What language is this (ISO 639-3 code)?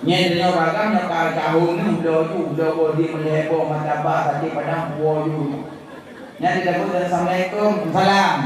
ace